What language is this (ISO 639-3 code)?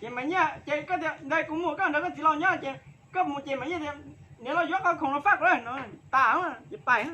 hmn